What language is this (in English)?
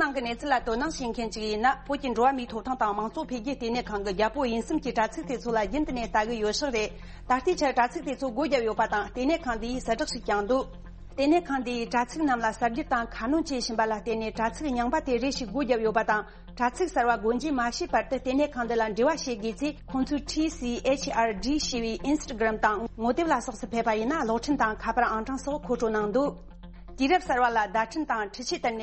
Tibetan